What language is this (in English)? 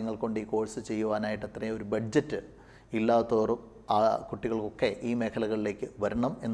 Malayalam